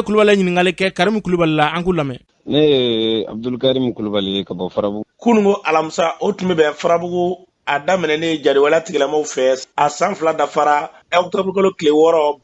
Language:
Bambara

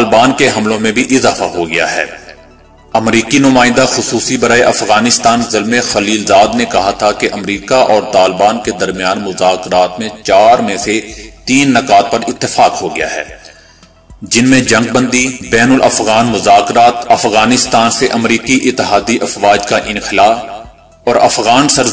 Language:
Urdu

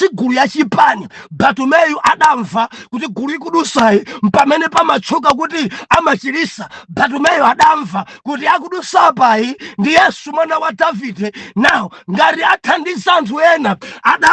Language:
Nyanja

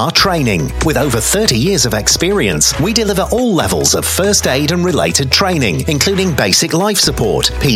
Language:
English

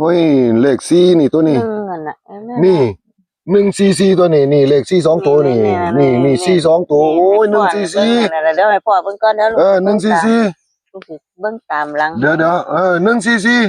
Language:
Northeastern Thai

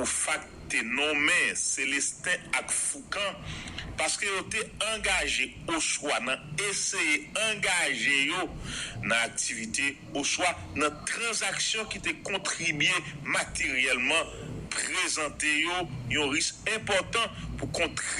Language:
Haitian Creole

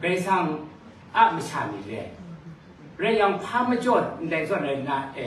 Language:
Kachin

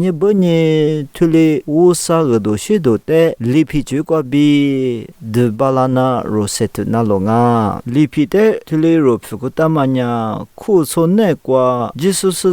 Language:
Lisu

